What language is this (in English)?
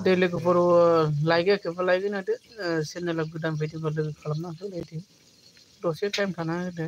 Bodo